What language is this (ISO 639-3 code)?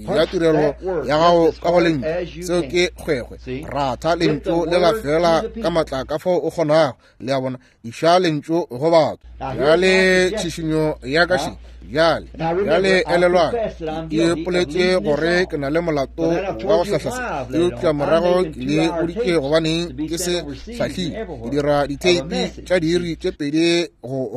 nso